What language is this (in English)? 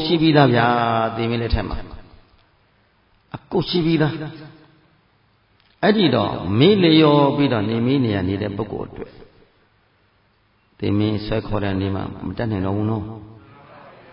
Burmese